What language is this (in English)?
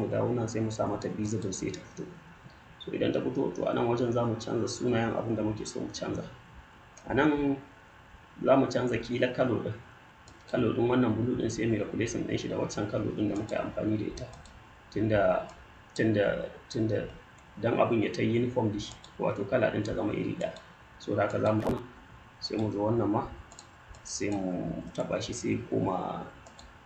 Hausa